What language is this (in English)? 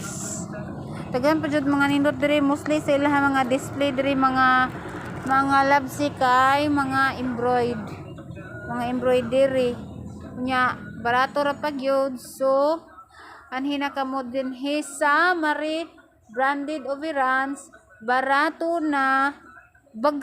Cebuano